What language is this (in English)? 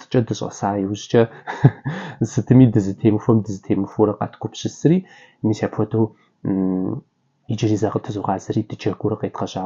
Kabardian